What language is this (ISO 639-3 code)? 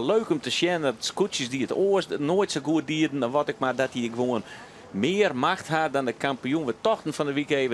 fry